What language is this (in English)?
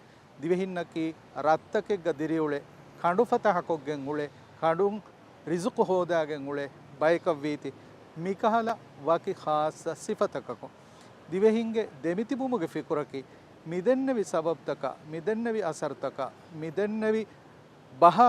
Divehi